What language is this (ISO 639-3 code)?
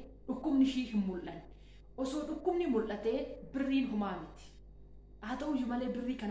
orm